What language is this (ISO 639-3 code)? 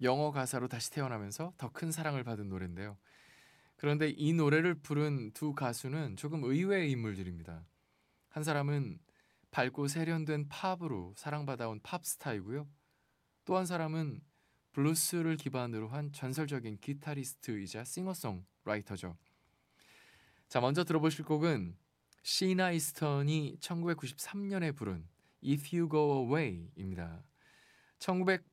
kor